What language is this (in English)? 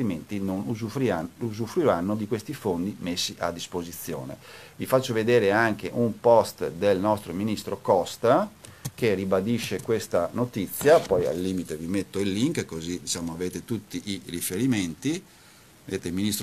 Italian